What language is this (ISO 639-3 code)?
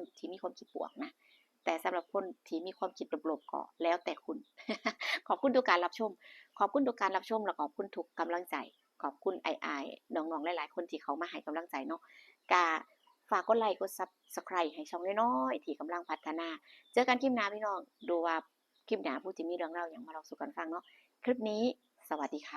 tts